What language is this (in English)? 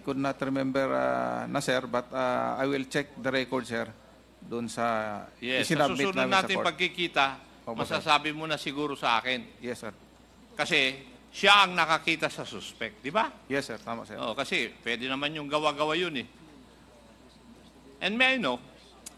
Filipino